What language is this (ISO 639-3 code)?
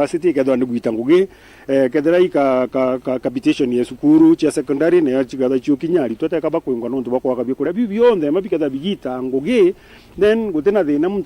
mer